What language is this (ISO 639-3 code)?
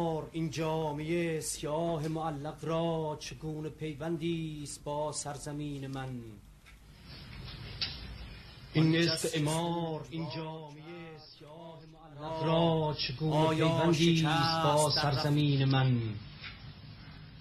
fas